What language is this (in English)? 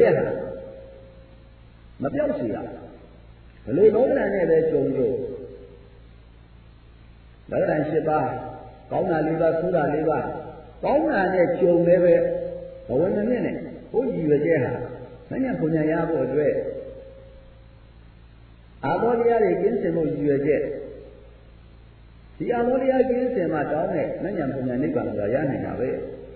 Burmese